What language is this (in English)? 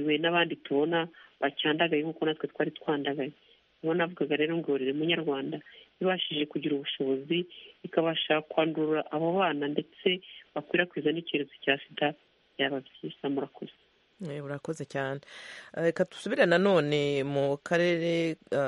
Kinyarwanda